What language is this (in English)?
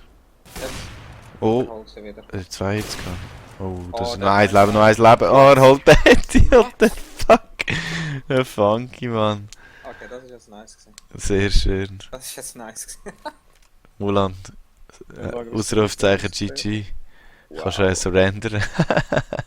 Swiss German